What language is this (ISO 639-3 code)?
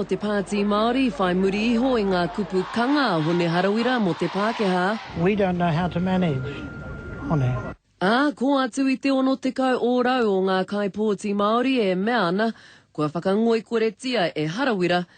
mri